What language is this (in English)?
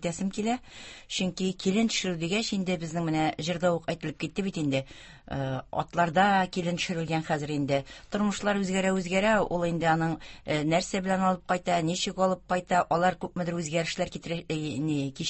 Tatar